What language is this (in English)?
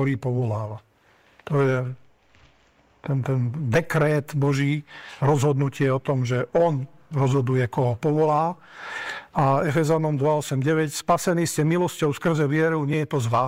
Slovak